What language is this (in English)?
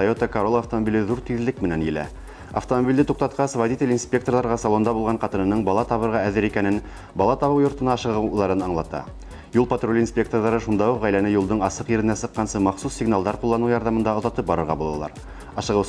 Bashkir